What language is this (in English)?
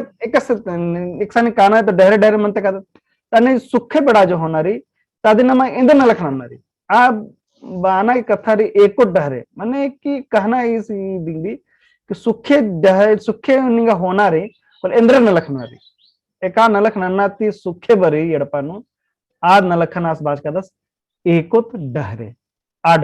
Kurukh